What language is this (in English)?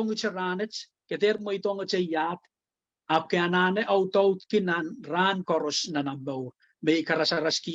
Pohnpeian